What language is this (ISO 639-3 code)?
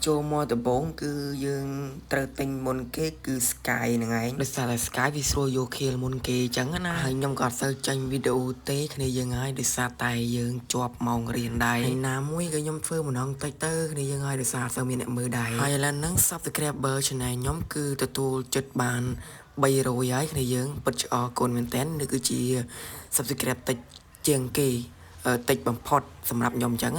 khm